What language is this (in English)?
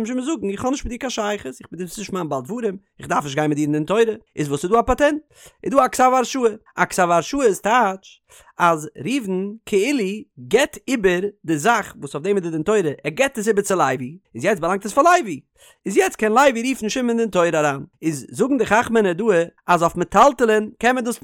Yiddish